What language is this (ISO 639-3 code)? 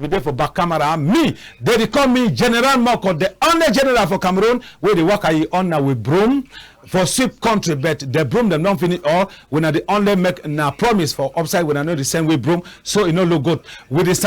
wes